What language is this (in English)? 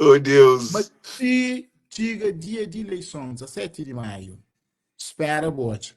Kabuverdianu